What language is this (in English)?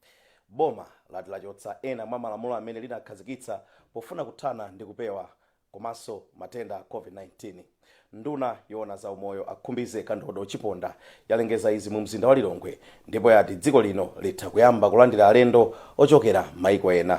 Nyanja